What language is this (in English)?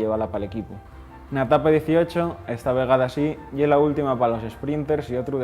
Asturian